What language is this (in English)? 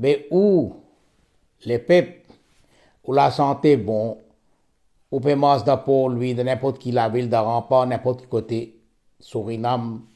Morisyen